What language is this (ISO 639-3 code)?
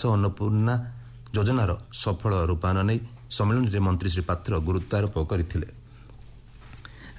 ori